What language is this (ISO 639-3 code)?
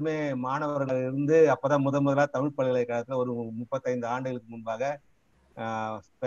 tam